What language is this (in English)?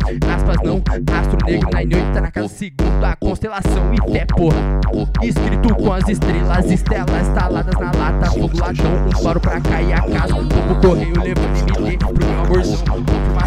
Portuguese